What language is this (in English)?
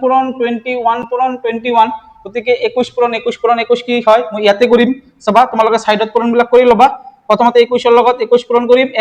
Assamese